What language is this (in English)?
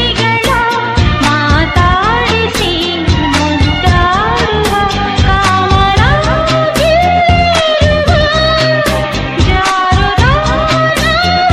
Kannada